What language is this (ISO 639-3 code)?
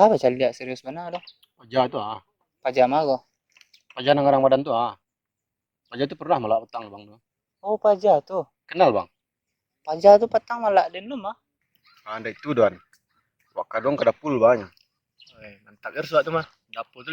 min